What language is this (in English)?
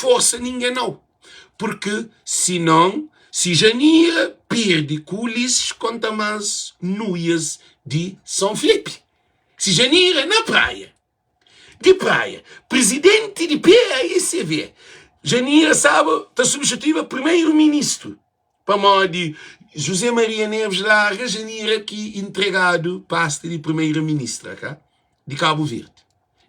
Kabuverdianu